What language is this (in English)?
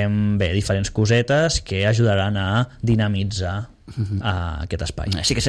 Catalan